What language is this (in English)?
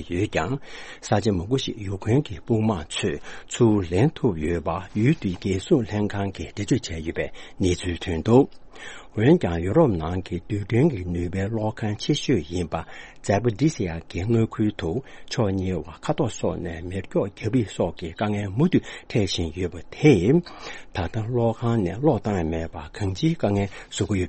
Tibetan